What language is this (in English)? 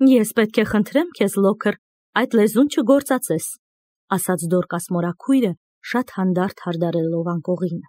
Armenian